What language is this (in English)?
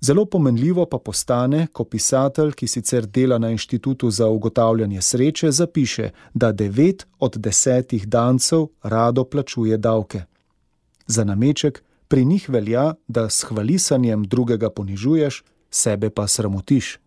Slovenian